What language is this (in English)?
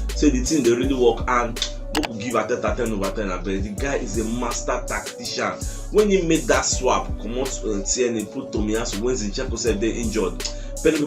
Nigerian Pidgin